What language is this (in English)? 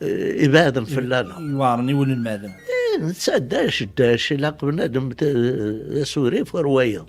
Kabyle